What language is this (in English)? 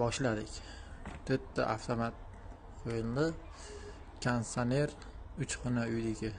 Uzbek